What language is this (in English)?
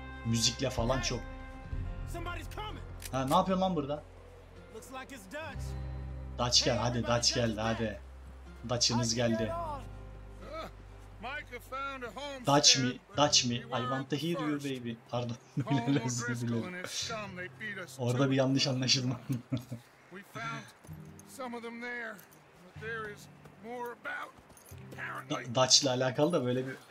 Turkish